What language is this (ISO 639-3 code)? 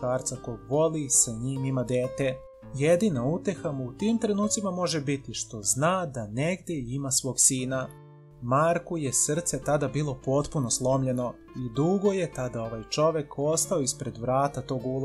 srp